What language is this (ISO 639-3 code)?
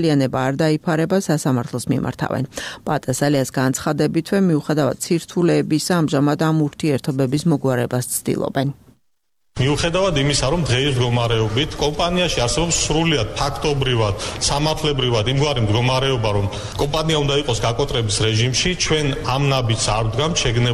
kat